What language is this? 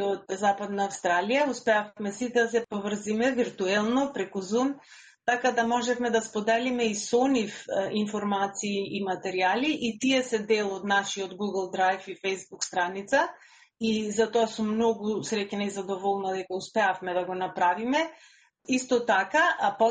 Macedonian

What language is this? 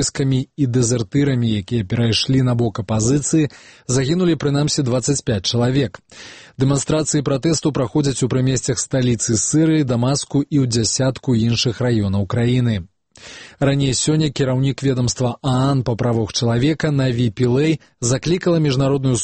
Belarusian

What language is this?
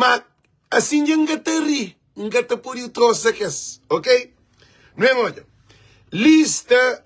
Kabuverdianu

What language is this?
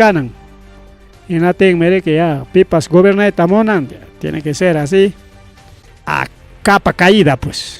Ayacucho Quechua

